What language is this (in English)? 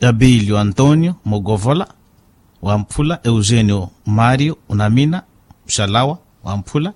Makhuwa